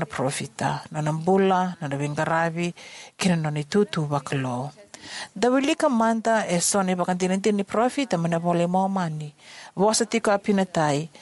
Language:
Fijian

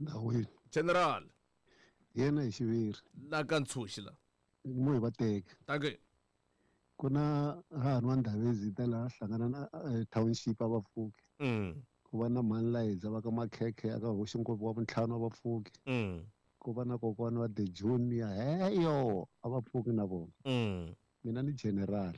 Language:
Tsonga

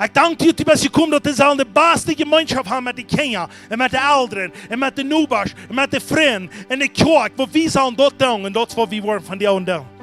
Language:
Plautdietsch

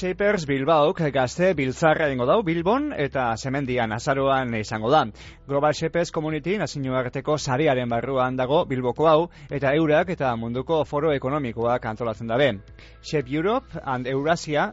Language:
Basque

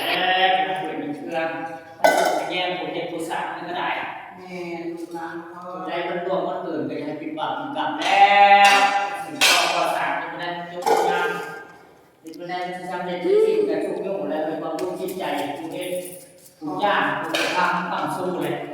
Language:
Northeastern Thai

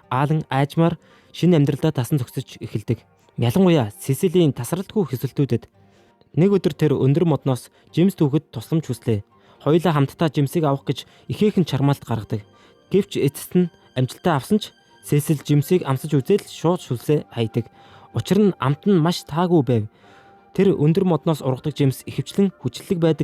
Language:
Mongolian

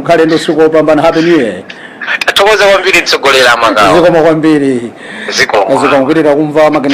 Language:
Nyanja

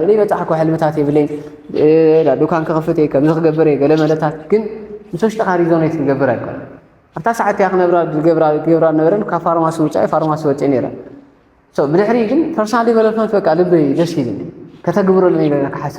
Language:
Tigrinya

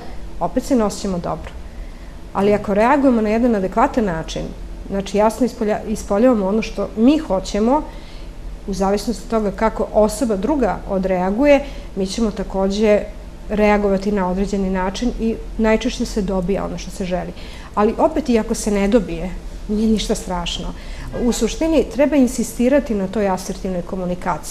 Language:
Serbian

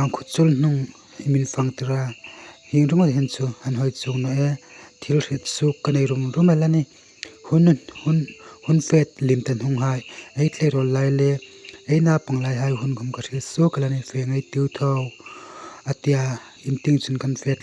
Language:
Hmar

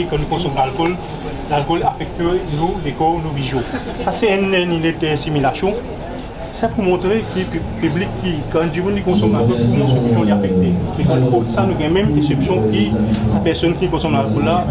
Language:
Morisyen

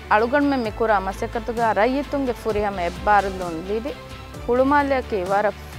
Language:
Divehi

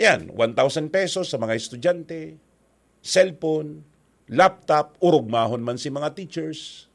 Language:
Bikol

